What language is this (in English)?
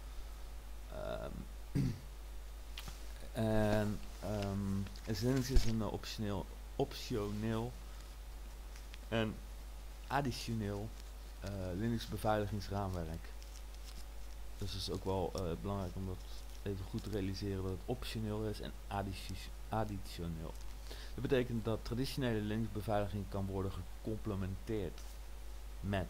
Dutch